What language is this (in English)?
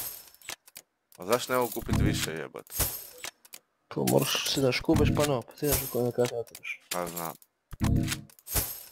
Croatian